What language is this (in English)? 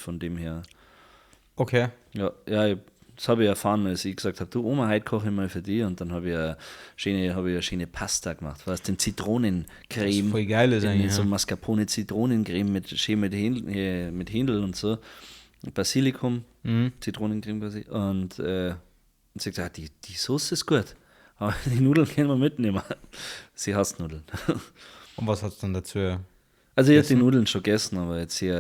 Bavarian